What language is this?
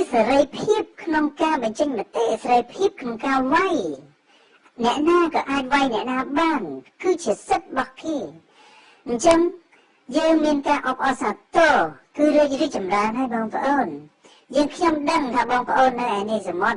Khmer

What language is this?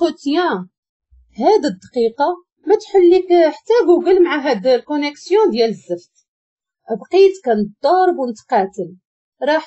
Moroccan Arabic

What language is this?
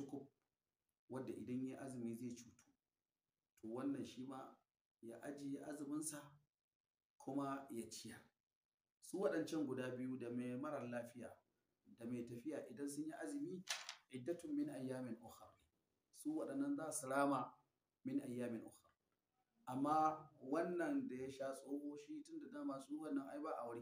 Hausa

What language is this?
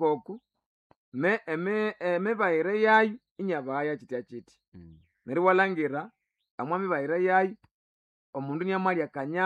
Nande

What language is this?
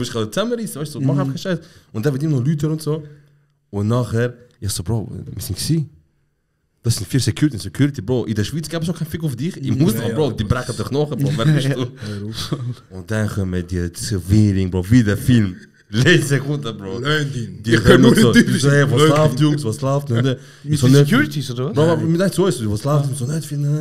Swiss German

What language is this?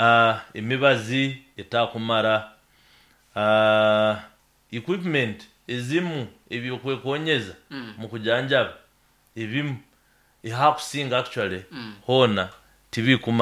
Nyoro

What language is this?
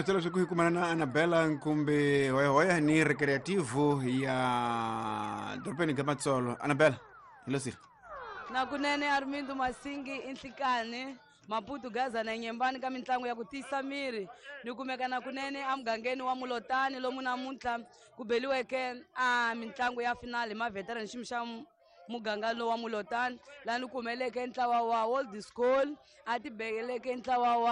Tsonga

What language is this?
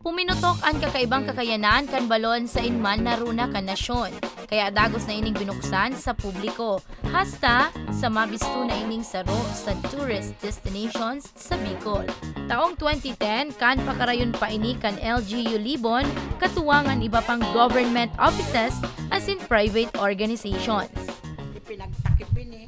Bikol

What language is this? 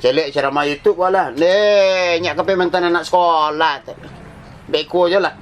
Minangkabau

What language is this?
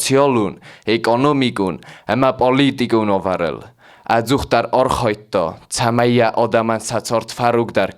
Ossetic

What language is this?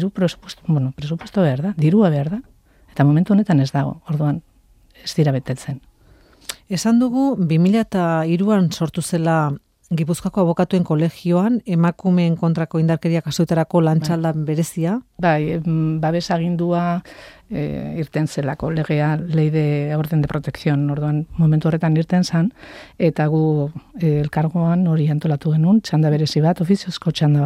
Basque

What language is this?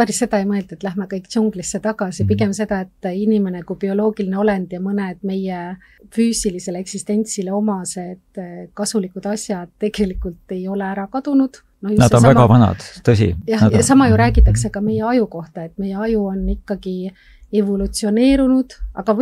Estonian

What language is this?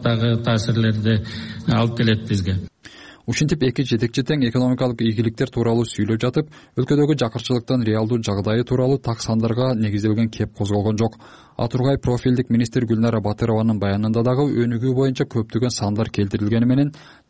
Kyrgyz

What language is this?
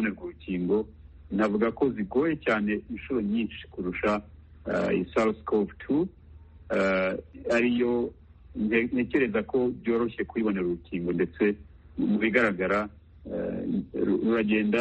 Kinyarwanda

